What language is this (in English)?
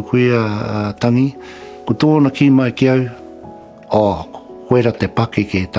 Māori